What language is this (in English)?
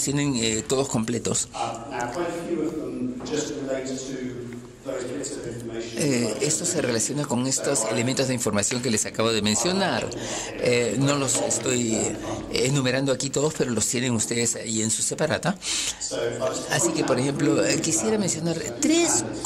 Spanish